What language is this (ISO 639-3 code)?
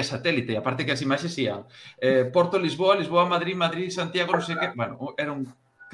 glg